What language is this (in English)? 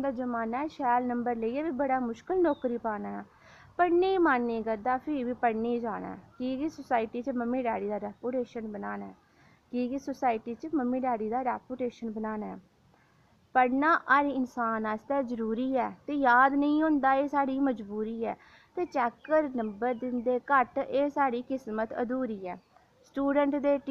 Dogri